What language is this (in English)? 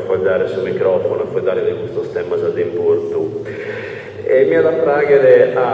Sardinian